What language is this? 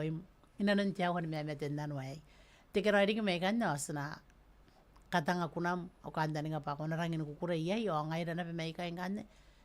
Gilbertese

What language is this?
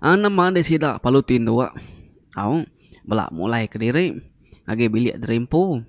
Iban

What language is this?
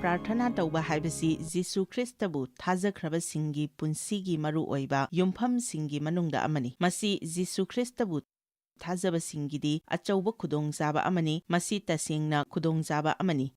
Manipuri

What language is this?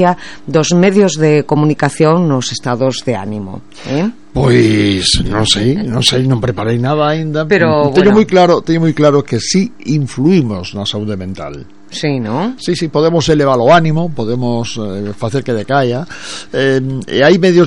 Galician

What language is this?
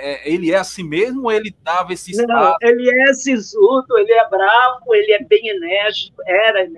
Portuguese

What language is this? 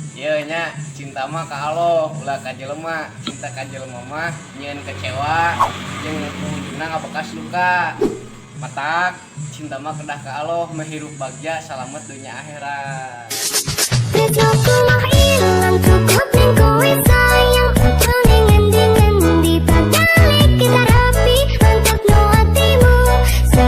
Sundanese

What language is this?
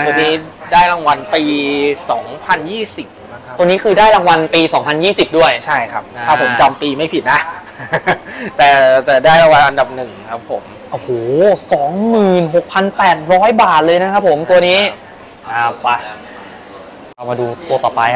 Thai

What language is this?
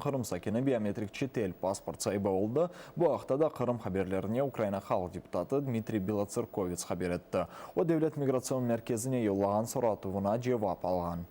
Crimean Tatar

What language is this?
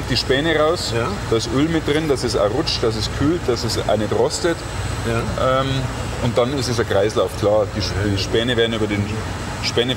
German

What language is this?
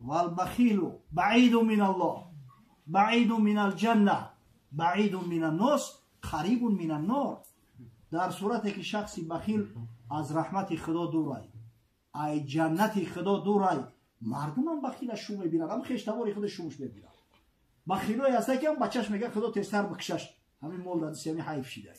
Tajik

